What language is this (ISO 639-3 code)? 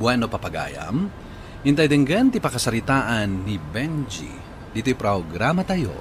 ilo